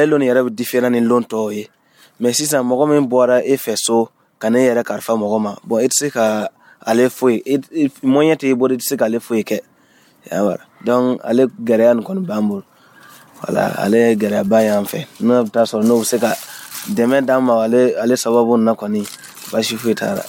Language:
Dyula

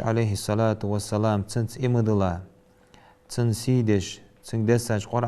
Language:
Ingush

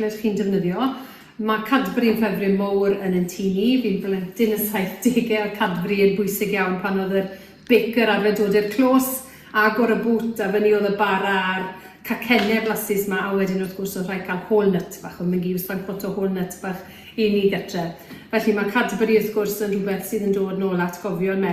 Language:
Welsh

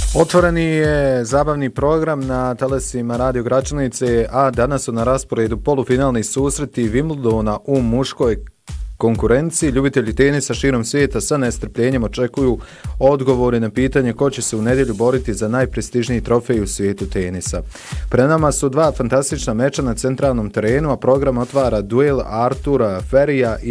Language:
Bosnian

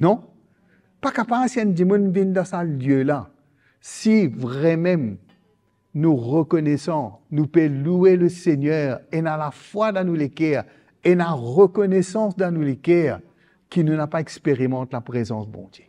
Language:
Morisyen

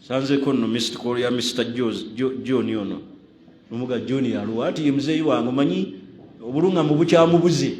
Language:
Ganda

